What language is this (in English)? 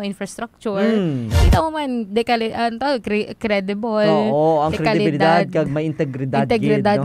Hiligaynon